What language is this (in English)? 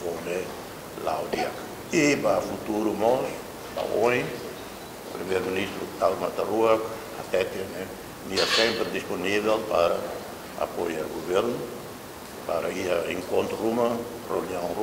Tetum